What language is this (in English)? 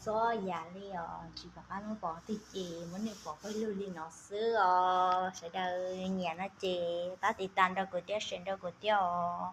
Hmong